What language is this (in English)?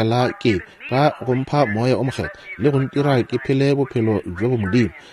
Northern Sotho